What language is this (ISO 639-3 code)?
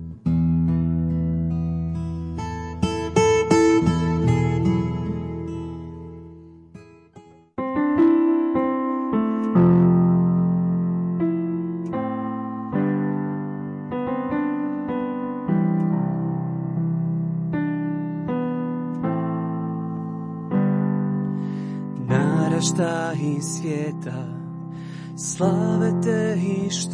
hrv